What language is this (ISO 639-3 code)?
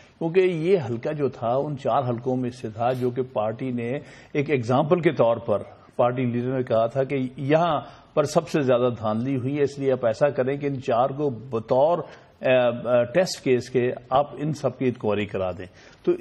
urd